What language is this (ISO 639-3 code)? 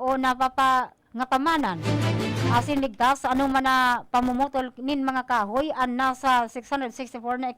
bik